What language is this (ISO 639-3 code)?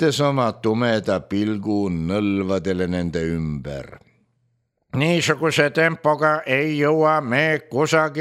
est